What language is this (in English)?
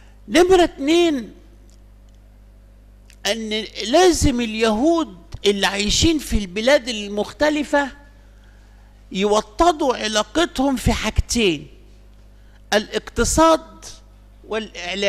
Egyptian Arabic